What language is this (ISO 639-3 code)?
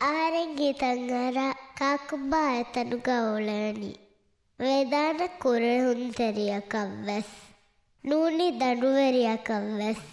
div